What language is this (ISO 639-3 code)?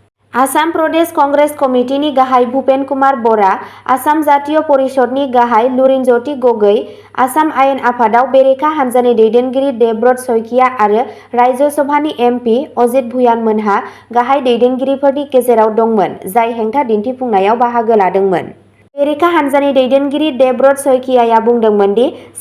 brx